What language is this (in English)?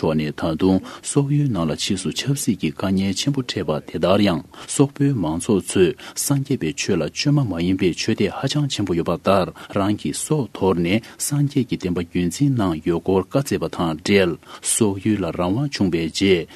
Tibetan